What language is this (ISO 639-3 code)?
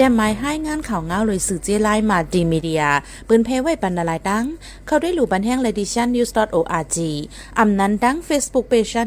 shn